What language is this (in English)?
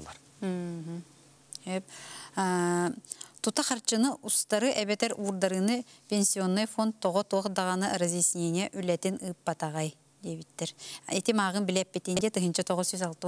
Yakut